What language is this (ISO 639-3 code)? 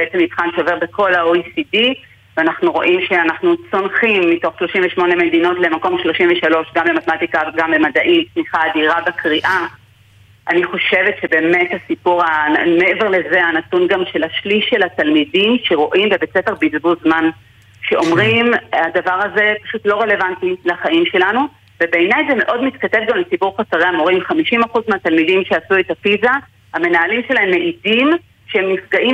heb